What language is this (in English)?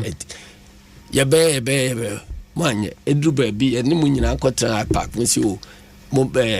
Akan